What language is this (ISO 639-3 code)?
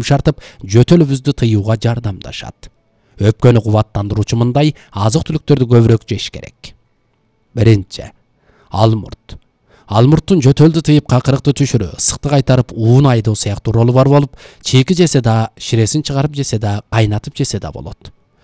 kir